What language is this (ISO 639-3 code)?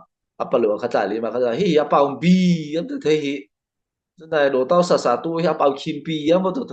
mrh